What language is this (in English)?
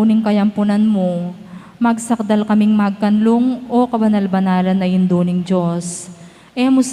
Pampanga